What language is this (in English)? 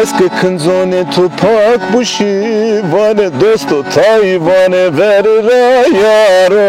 Zaza